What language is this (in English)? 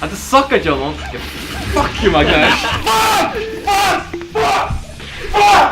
Faroese